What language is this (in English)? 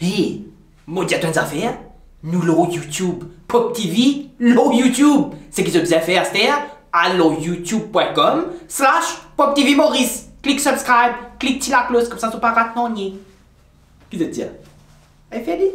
Morisyen